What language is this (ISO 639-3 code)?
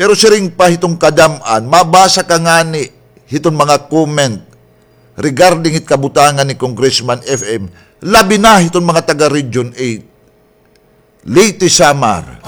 war